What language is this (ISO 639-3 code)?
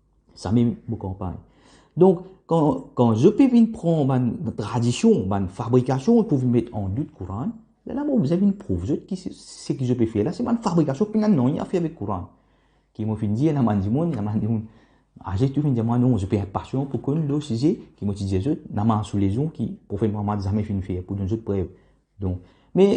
mfe